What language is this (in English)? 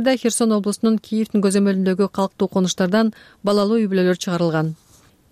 Kyrgyz